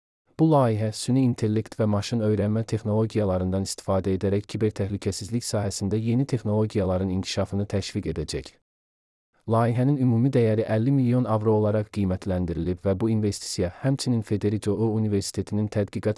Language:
Azerbaijani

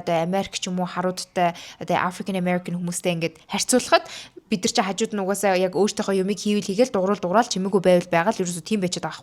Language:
Mongolian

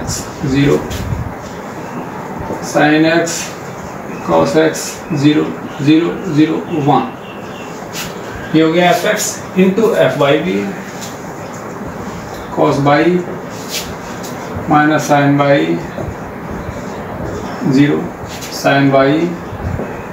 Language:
Hindi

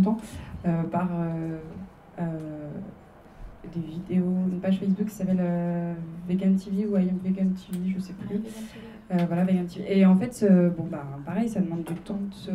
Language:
French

